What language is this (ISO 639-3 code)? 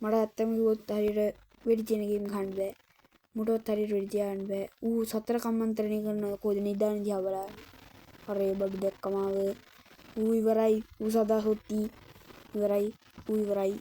sin